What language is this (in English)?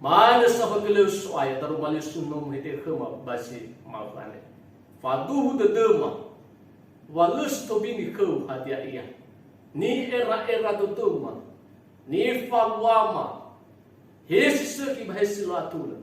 Nias